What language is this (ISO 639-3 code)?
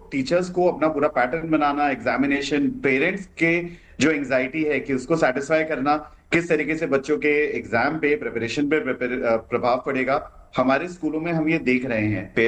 hin